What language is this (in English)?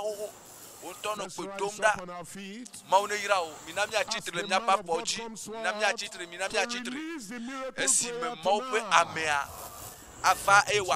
Ewe